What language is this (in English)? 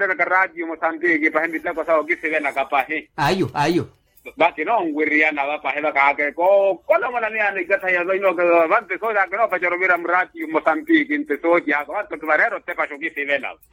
Makhuwa